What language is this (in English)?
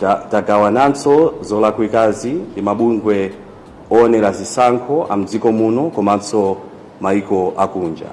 Nyanja